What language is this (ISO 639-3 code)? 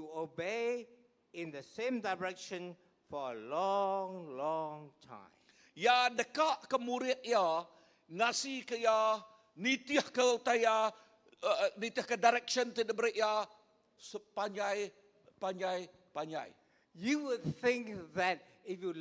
iba